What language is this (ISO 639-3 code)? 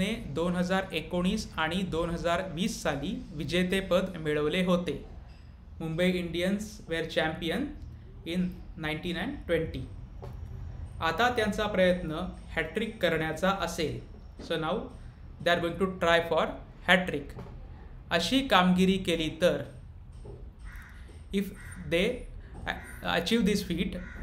mar